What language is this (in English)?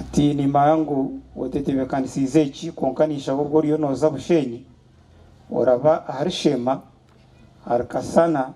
Nyankole